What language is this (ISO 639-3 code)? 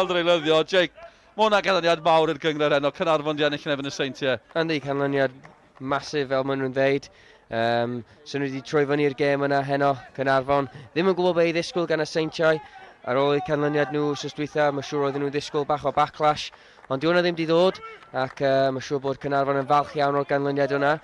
cym